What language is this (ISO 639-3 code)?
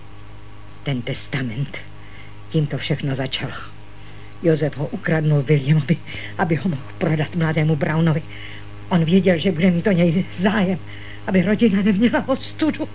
ces